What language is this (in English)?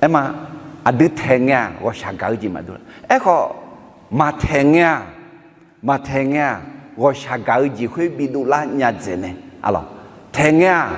Akha